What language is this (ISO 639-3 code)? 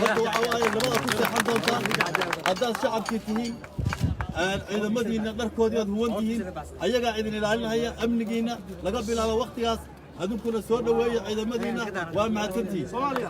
som